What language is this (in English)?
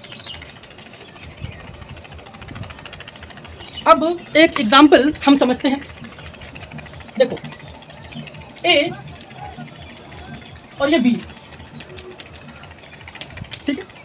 Hindi